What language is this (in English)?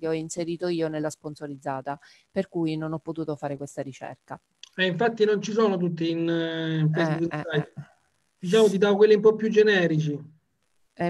Italian